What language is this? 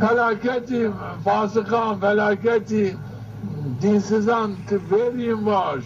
Zaza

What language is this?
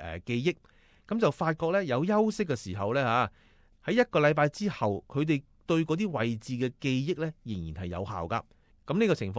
Cantonese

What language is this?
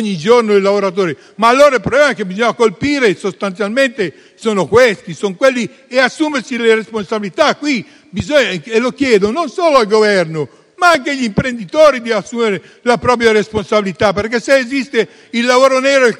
Italian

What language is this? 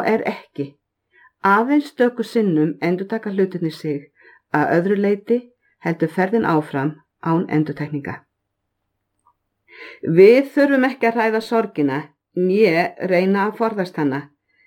Icelandic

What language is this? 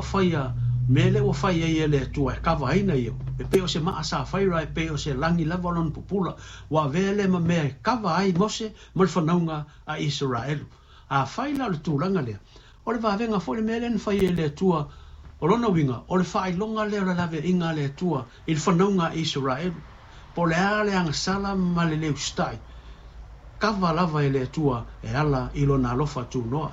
Samoan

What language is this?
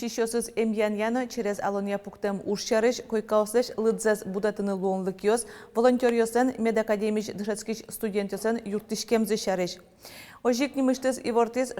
Udmurt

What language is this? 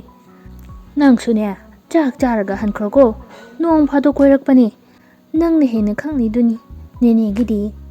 Manipuri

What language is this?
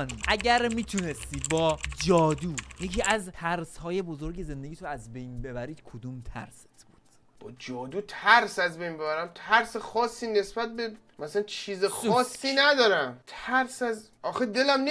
Persian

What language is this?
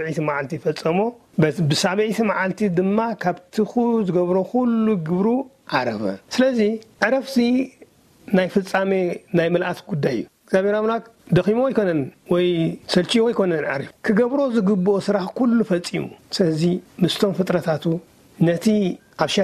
Tigrinya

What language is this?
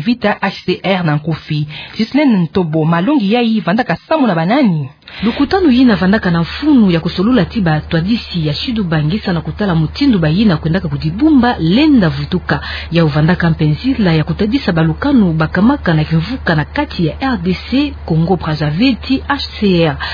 Kituba (Democratic Republic of Congo)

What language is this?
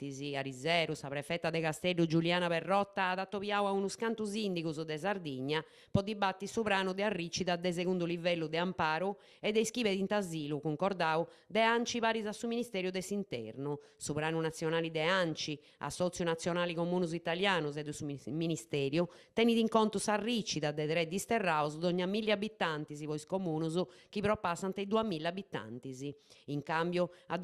Sardinian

